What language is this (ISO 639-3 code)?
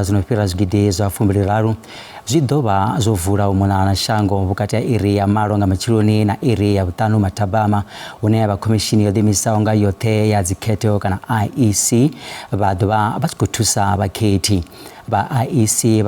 ven